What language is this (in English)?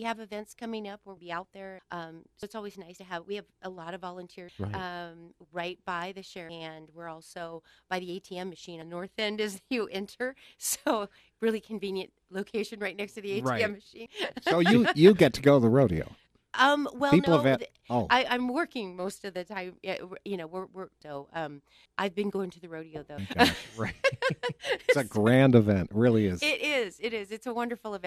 English